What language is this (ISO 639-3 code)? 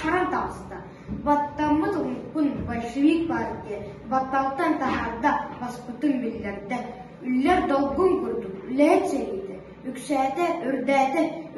sah